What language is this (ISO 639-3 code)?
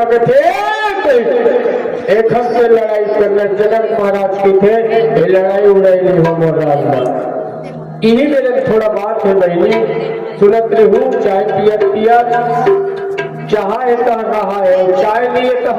hne